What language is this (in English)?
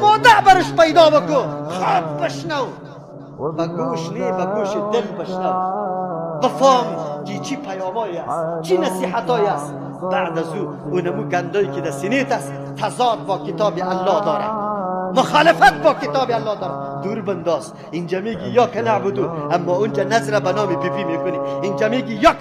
Persian